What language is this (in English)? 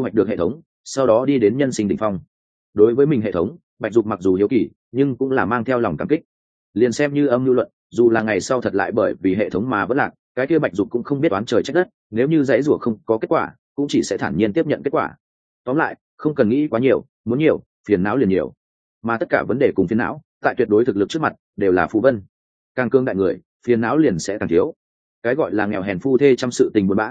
Vietnamese